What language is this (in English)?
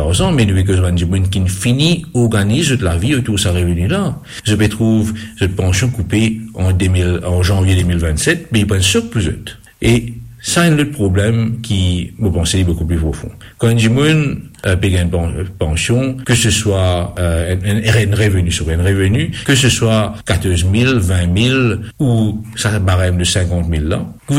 Morisyen